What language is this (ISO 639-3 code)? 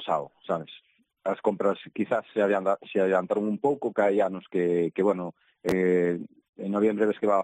glg